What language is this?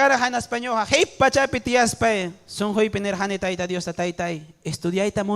Ayacucho Quechua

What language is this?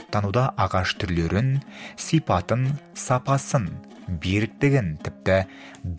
Kazakh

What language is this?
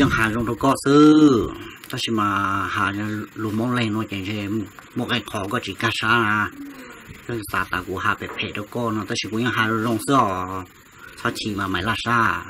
Hmong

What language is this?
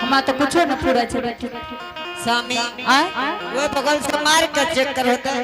Angika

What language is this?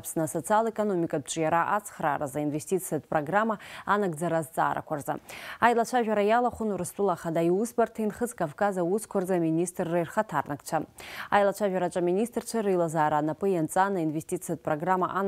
Abkhazian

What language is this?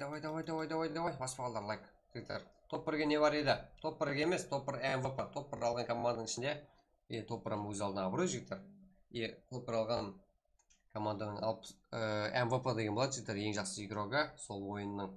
Kara-Kalpak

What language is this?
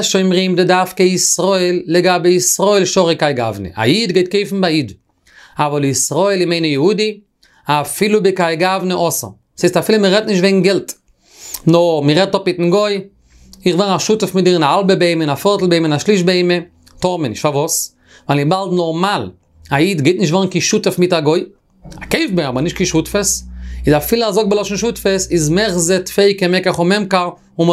Yiddish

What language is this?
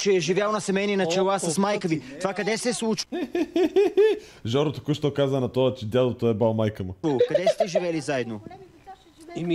Bulgarian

